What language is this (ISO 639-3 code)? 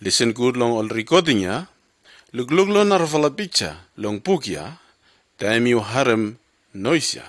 bis